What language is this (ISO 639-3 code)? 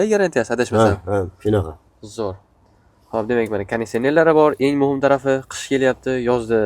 uzb